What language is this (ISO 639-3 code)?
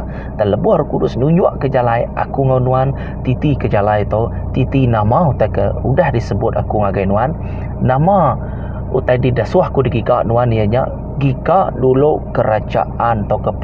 iba